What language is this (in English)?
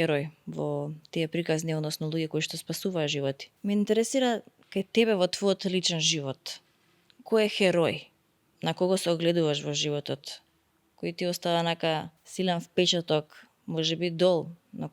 Macedonian